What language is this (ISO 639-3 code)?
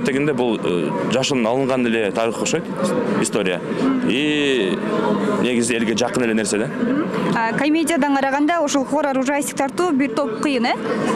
kir